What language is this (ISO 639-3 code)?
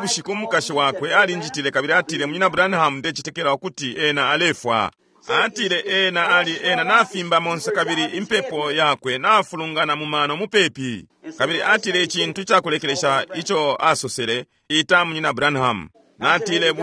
bem